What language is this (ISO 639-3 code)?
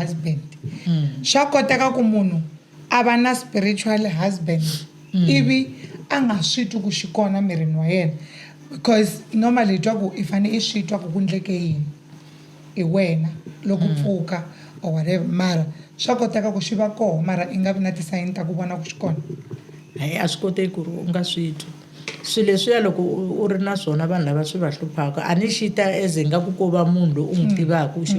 tso